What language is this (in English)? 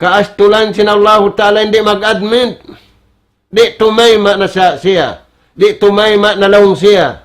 Tausug